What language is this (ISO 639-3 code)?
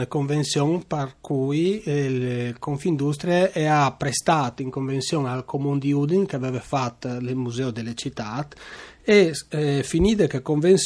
fur